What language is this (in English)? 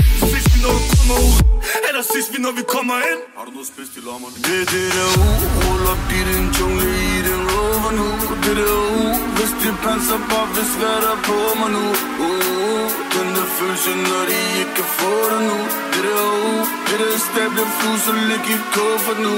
Danish